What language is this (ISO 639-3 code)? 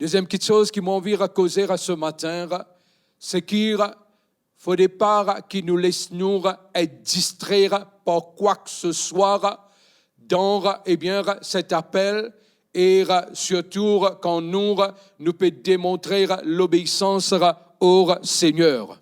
mfe